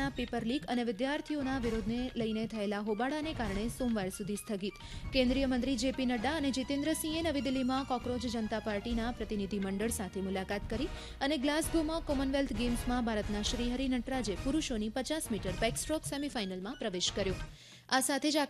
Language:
Gujarati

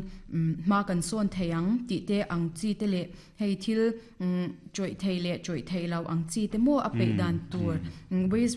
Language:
Mizo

